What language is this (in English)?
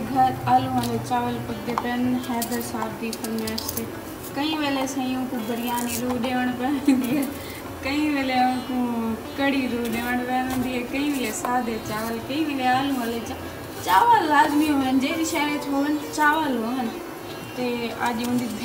Saraiki